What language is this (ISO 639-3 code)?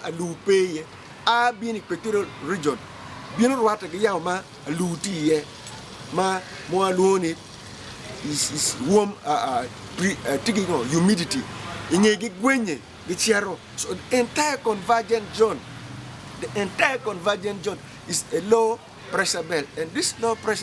ach